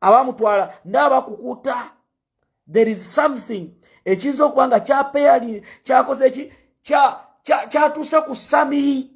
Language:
Ganda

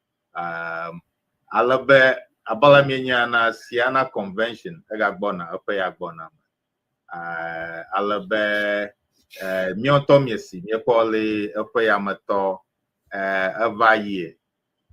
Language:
Ewe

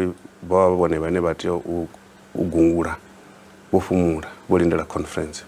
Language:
Venda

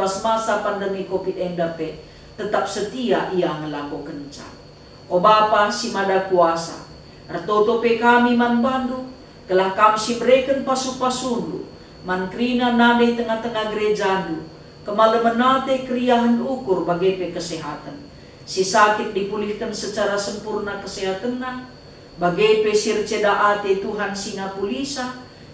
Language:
Batak Karo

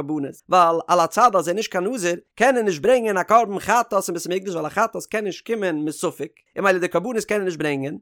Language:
Yiddish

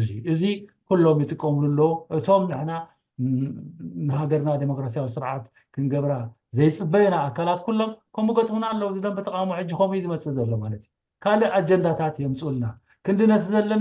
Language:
Tigrinya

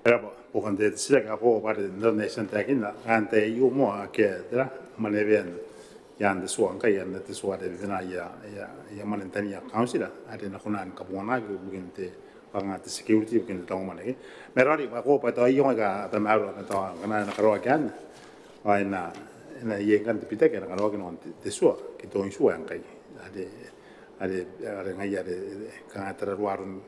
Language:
Gilbertese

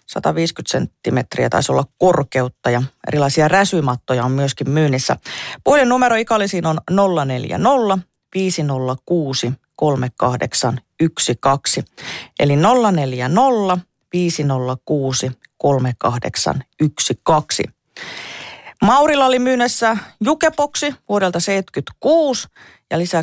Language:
Finnish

